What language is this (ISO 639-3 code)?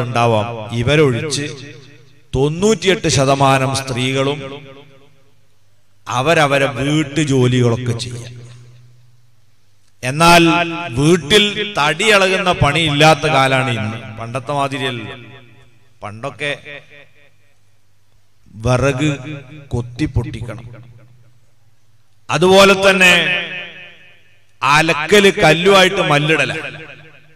mal